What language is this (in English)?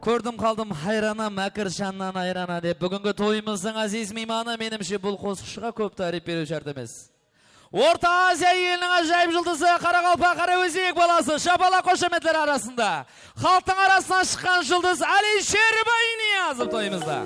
Kara-Kalpak